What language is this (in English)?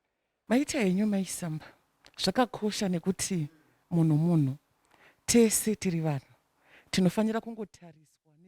Shona